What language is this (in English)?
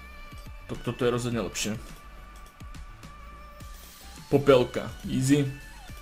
Slovak